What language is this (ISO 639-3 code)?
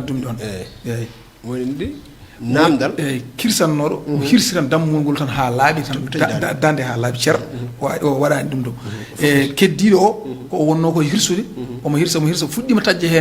ful